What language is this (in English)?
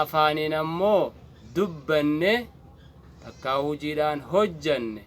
Oromo